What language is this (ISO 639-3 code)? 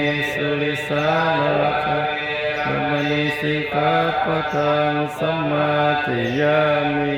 pli